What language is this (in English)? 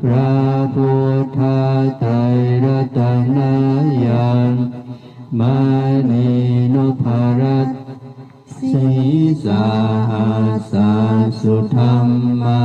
Pali